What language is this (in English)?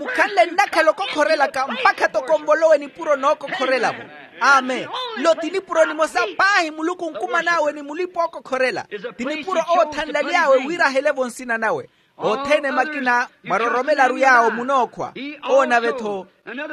Makhuwa